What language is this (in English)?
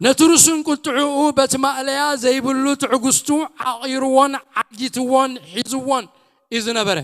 Tigrinya